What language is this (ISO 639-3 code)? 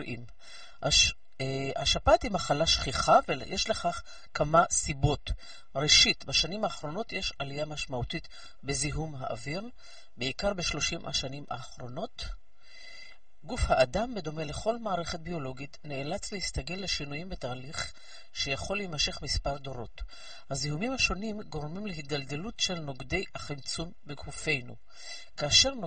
heb